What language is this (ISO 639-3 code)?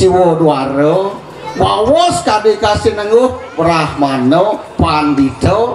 ban